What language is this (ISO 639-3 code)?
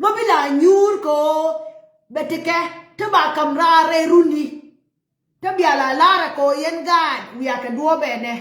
nus